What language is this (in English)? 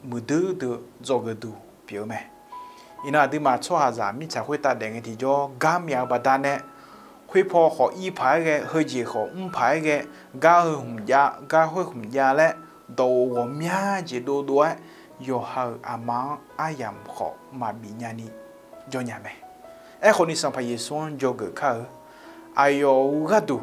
Akha